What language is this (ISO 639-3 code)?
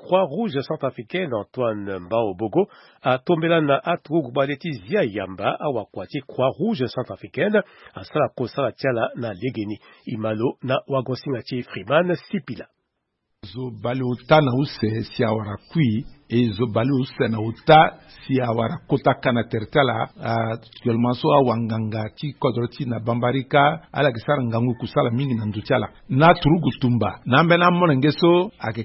sag